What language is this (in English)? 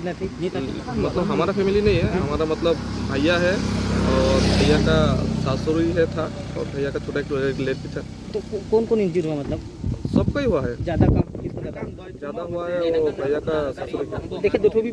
Karbi